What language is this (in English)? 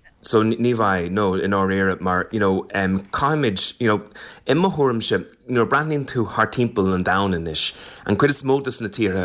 Irish